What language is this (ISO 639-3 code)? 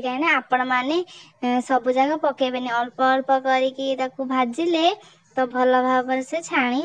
ori